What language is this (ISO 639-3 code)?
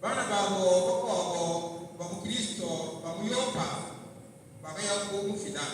lua